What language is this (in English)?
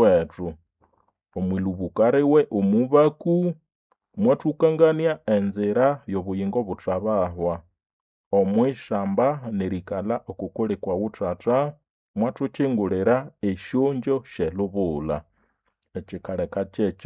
Nande